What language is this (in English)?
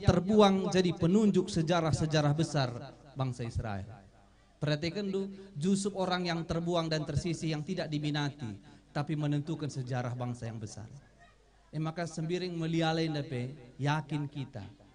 Batak Karo